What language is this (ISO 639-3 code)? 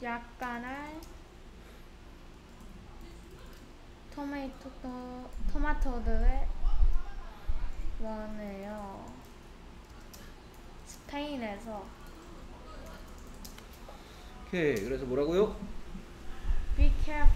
kor